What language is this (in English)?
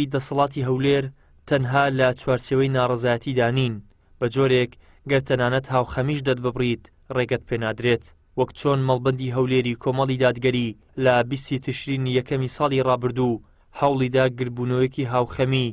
Central Kurdish